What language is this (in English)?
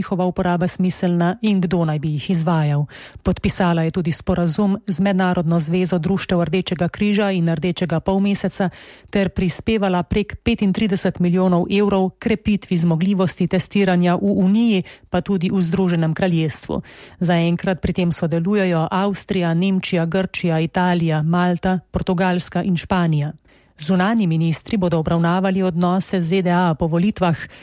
Slovenian